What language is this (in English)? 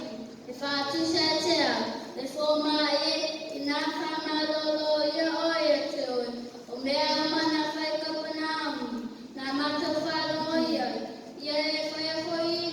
Samoan